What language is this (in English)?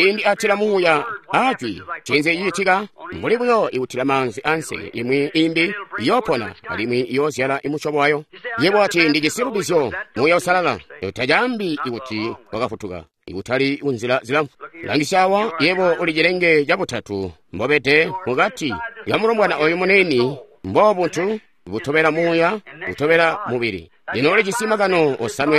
Tonga (Zambia)